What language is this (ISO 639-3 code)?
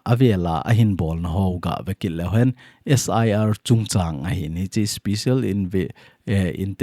tcz